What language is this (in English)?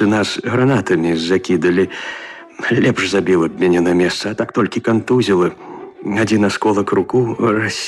Belarusian